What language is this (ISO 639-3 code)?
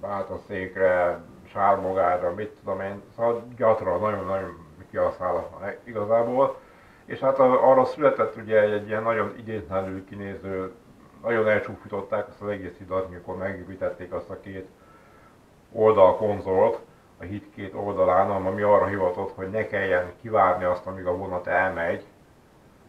hun